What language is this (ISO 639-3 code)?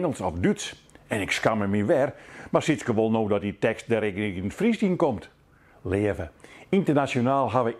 fry